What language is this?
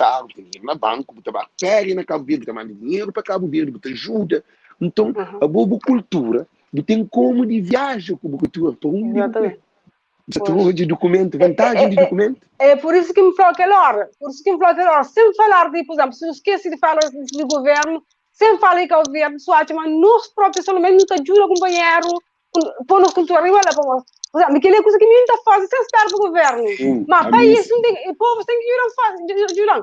Kabuverdianu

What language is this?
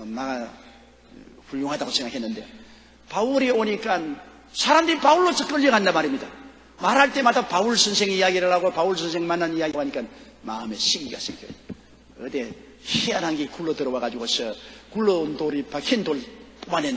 Korean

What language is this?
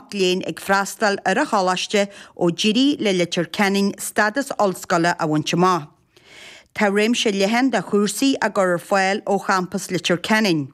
Irish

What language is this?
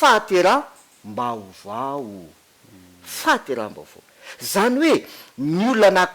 Malagasy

